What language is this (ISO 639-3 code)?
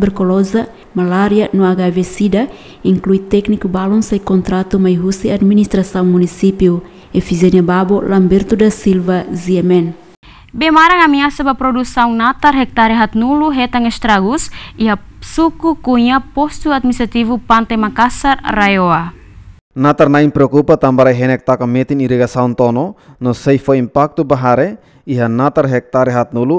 tet